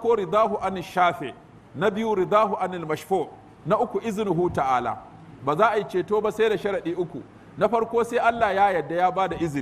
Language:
Hausa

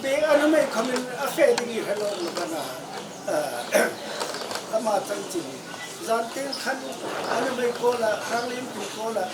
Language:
Hmar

